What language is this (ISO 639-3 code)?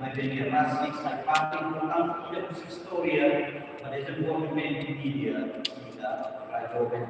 tet